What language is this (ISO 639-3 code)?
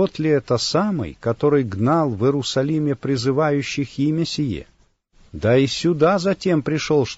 rus